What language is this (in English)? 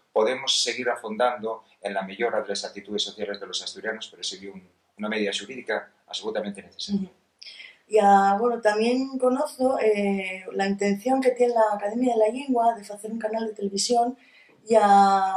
Asturian